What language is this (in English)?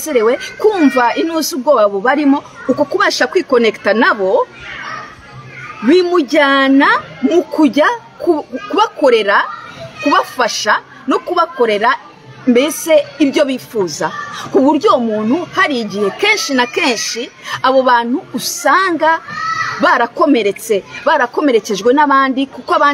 Kinyarwanda